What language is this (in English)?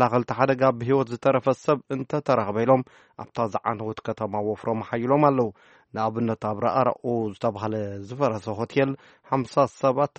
Tigrinya